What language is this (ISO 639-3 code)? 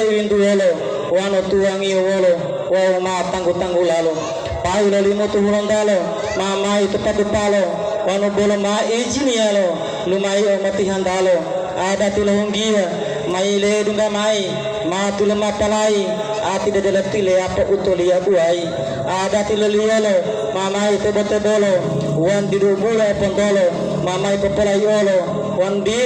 gor